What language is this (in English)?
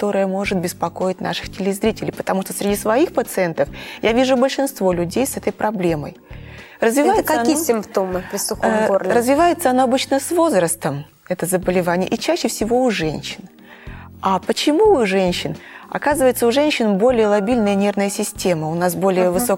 Russian